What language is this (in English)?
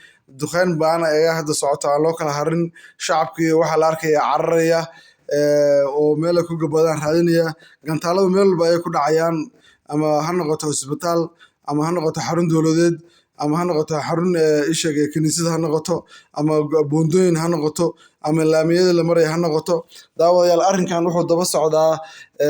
Somali